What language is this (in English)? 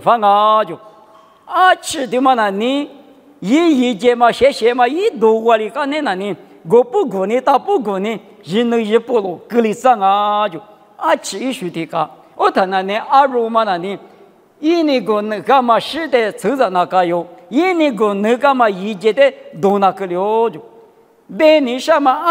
Lisu